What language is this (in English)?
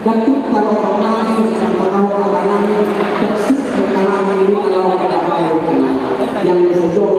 Batak Toba